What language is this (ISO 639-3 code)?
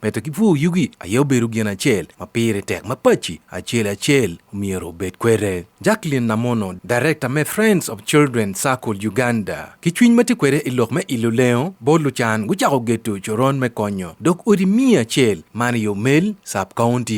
ach